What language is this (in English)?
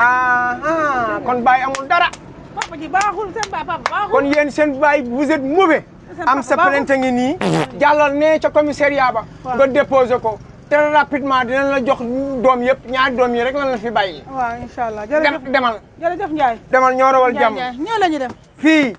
Wolof